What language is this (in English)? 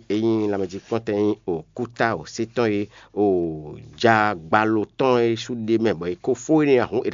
Fon